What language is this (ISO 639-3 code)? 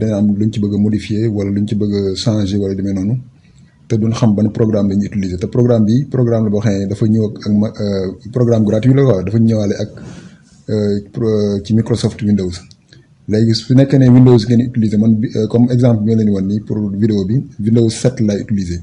wol